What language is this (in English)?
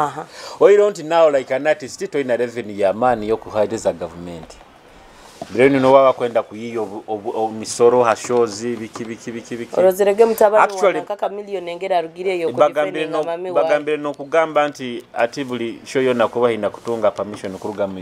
Nyoro